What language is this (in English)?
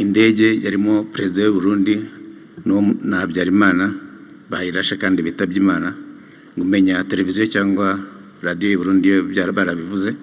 Kinyarwanda